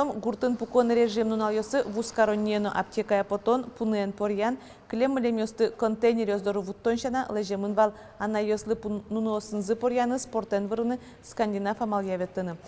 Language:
Udmurt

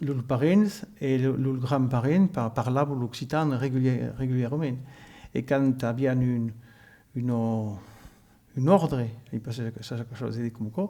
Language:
Occitan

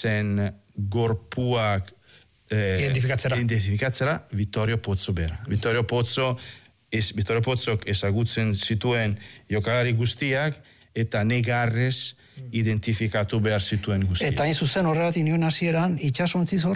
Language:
Basque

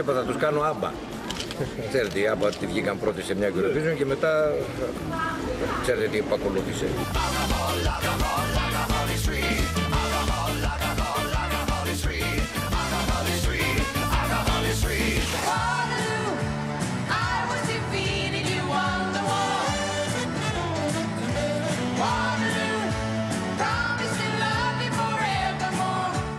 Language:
Greek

